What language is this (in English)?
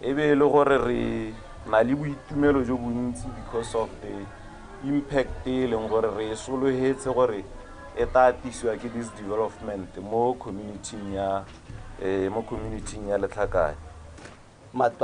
Tswana